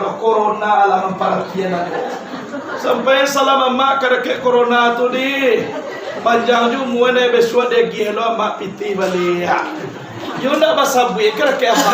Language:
Minangkabau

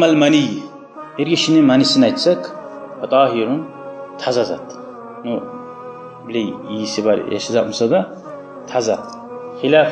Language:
Kumyk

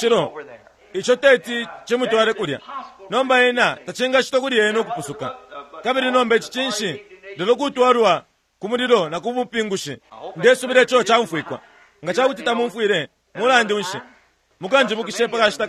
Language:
Bemba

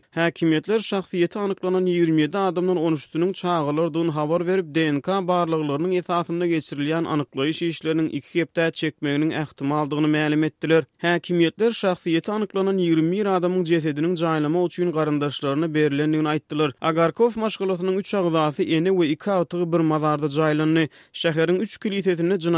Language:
Turkmen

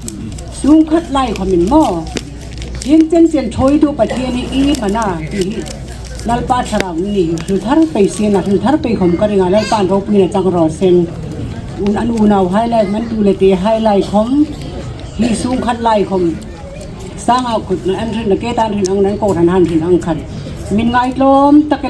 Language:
Hmar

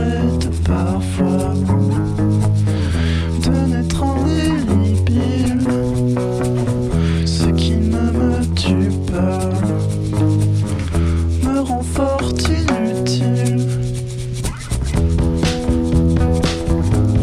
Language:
French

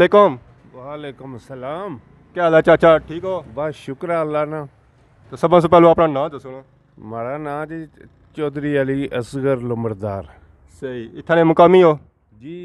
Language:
Pahari-Potwari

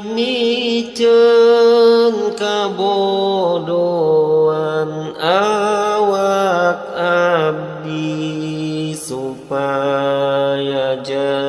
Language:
Sundanese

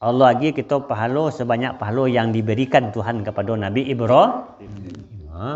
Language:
Minangkabau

